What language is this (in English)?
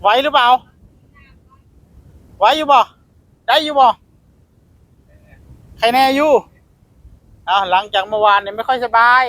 Northeastern Thai